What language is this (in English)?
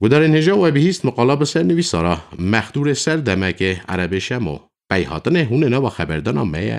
Kurdish